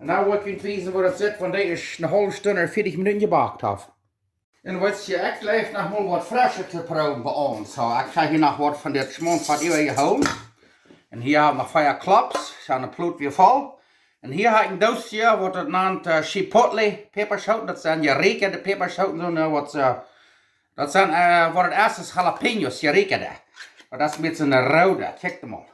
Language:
Plautdietsch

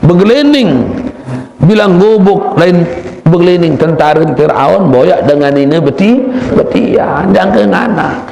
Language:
Sasak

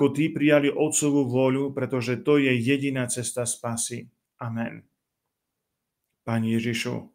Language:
Slovak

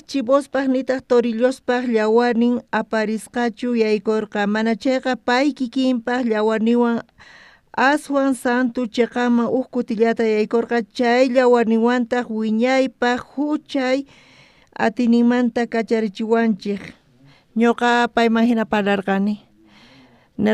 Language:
South Bolivian Quechua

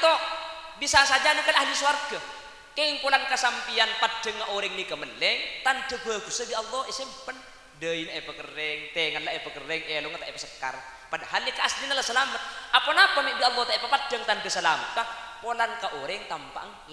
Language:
Madurese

